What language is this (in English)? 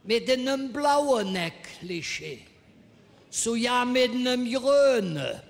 Colognian